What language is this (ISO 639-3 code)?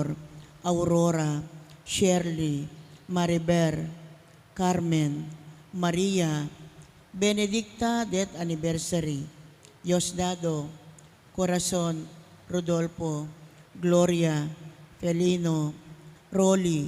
pam